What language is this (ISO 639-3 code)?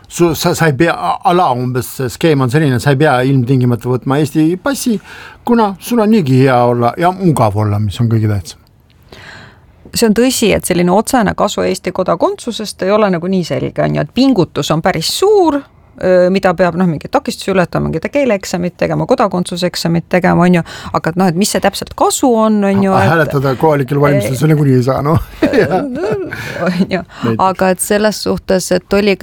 est